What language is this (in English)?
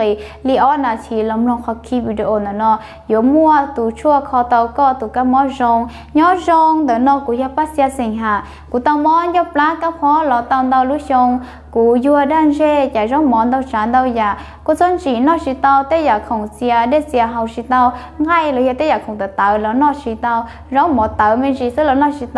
Hmong